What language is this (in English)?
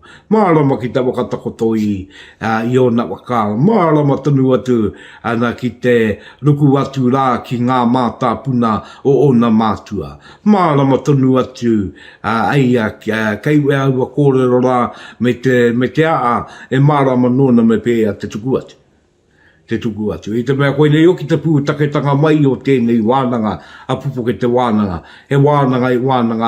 Māori